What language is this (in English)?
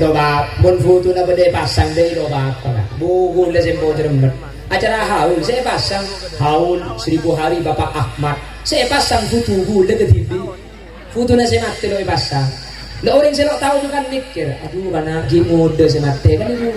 Madurese